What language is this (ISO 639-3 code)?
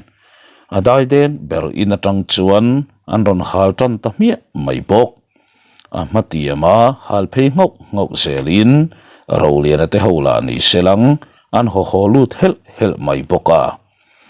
lus